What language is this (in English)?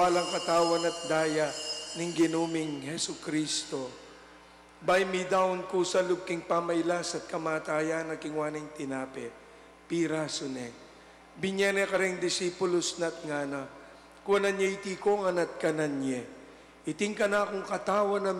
Pampanga